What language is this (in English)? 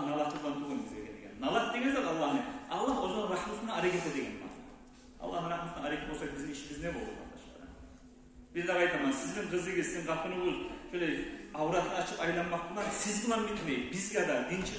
Kumyk